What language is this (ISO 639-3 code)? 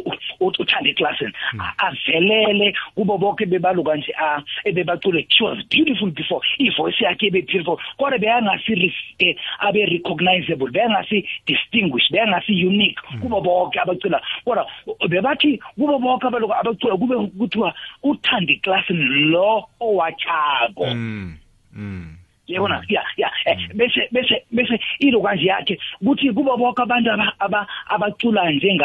nbl